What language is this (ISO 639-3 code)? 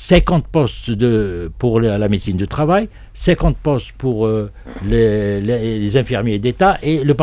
fra